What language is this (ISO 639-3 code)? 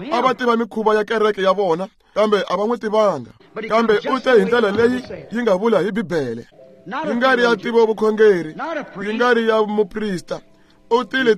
tso